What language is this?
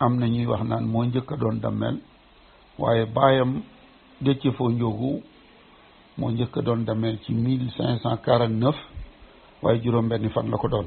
Wolof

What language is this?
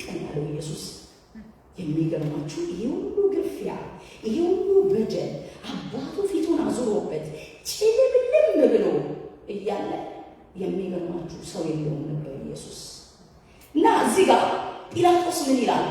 Amharic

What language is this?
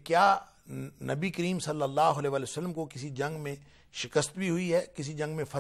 Urdu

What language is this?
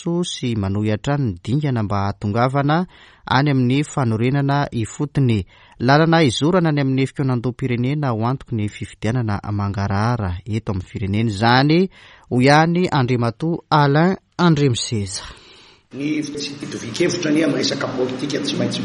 Malagasy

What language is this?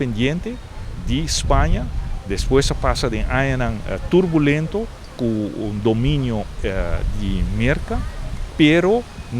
Papiamento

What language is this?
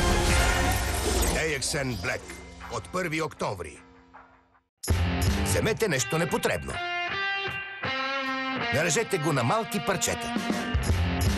Bulgarian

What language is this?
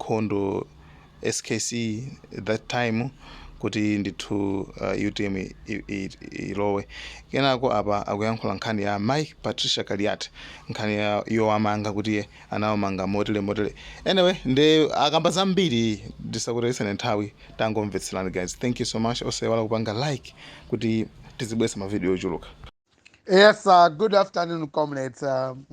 Nyanja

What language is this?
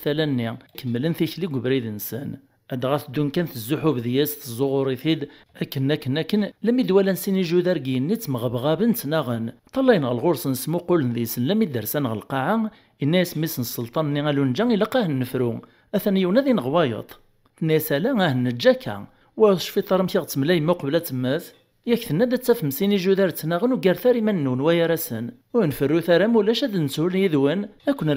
Kabyle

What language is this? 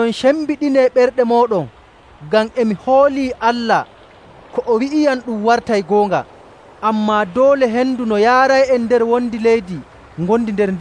Nigerian Fulfulde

